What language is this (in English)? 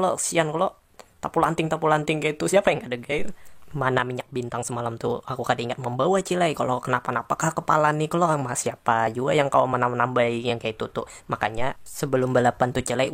Banjar